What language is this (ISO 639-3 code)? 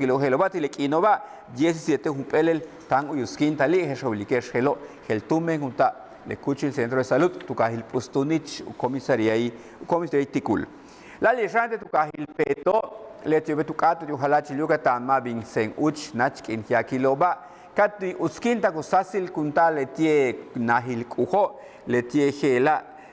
yua